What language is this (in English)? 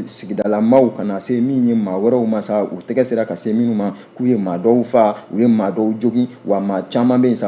Bambara